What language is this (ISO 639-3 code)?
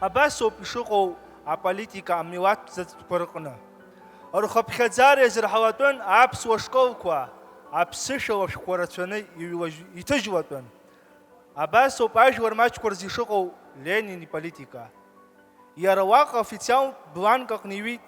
abk